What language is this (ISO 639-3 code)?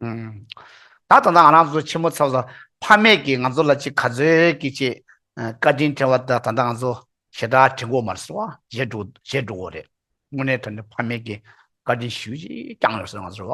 bod